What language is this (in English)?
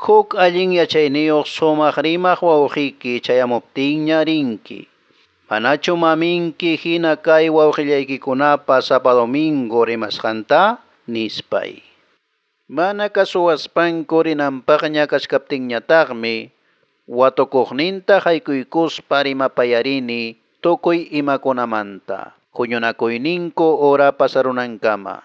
Quechua